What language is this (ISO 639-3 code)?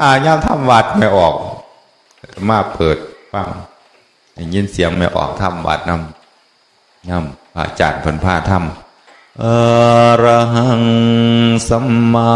tts